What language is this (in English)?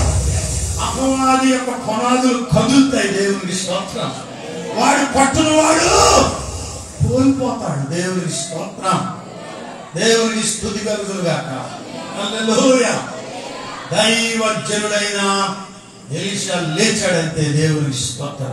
Telugu